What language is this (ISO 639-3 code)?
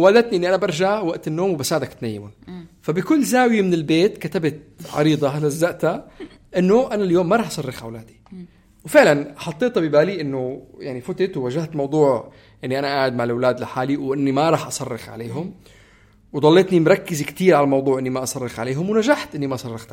apc